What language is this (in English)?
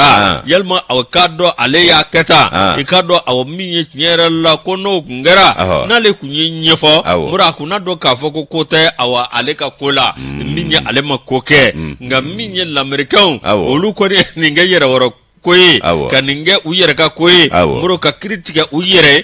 Bambara